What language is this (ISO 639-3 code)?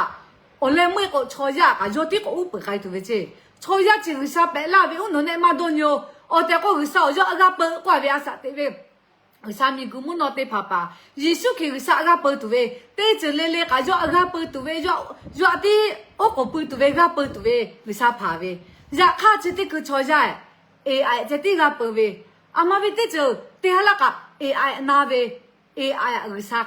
lhu